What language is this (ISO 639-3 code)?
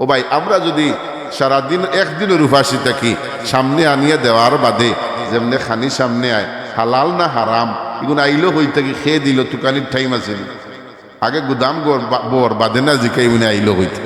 syl